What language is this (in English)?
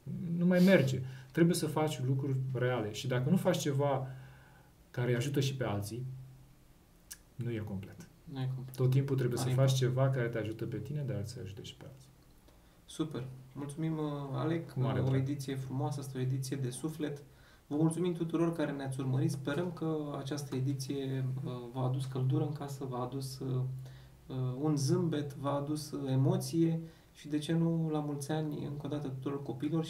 Romanian